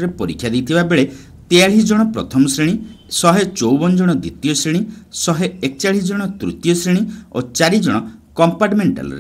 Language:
Odia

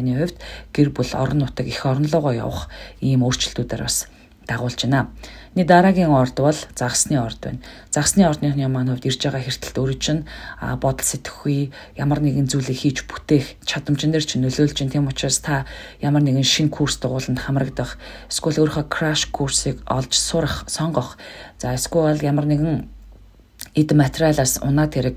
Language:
Mongolian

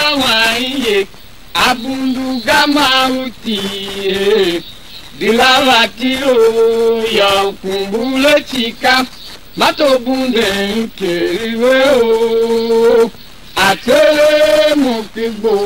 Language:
Tiv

